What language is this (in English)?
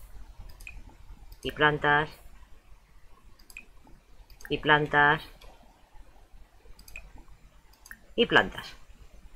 Spanish